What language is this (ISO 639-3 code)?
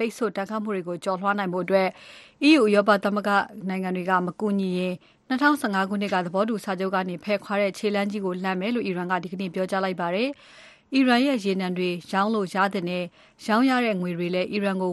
mya